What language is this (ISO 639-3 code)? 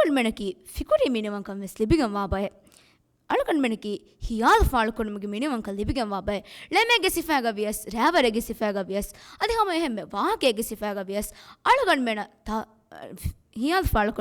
div